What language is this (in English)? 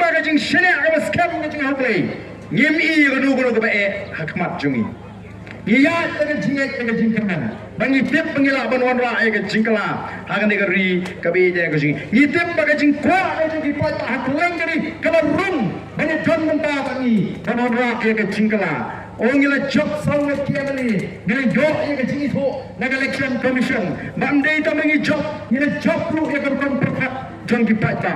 Khasi